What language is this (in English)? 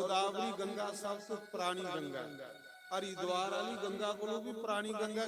Dogri